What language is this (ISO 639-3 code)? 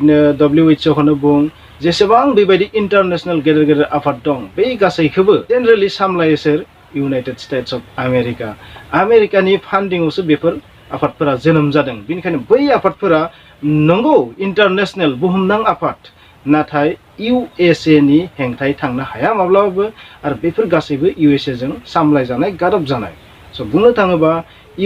brx